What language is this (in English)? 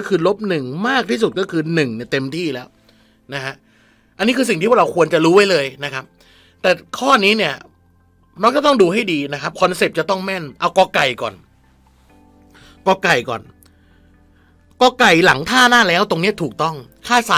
Thai